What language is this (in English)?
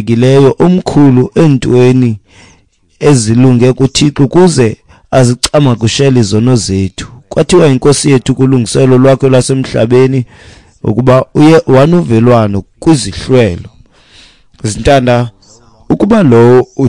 Xhosa